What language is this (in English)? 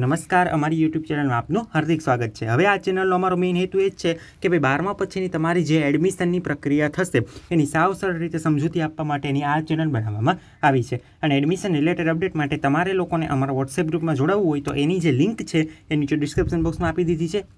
Gujarati